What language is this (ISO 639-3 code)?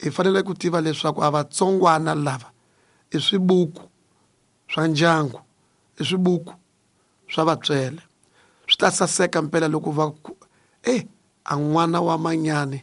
tso